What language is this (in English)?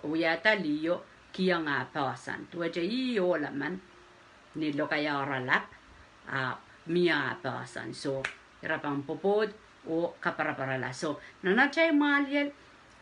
Pohnpeian